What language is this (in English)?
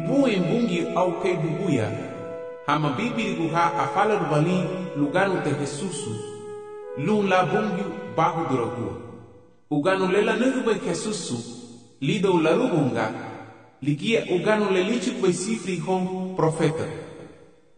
Garifuna